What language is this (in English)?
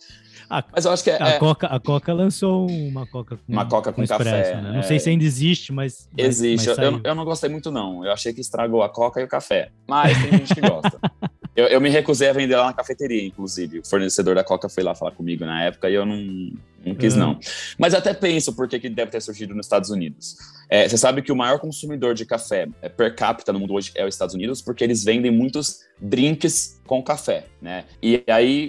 Portuguese